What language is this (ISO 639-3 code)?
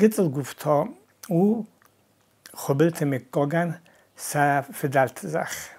oss